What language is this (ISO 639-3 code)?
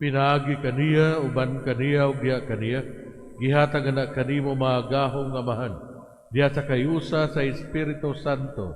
ceb